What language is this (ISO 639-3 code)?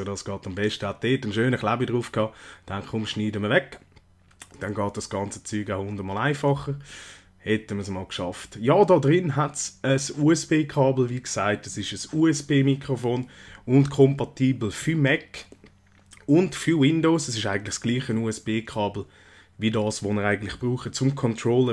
gsw